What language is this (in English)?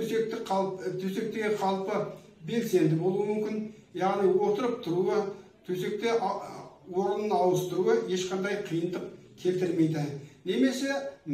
Kazakh